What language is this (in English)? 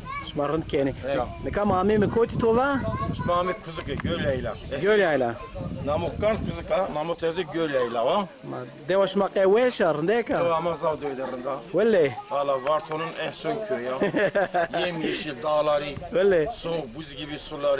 Zaza